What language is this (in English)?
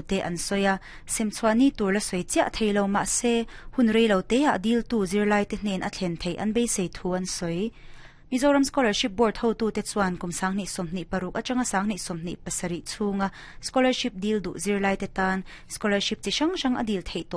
Mizo